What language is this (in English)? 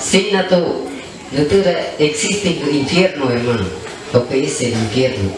Shipibo-Conibo